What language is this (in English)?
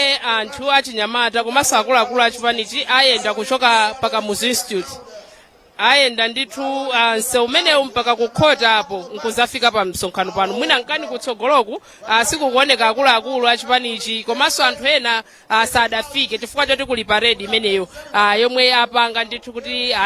Nyanja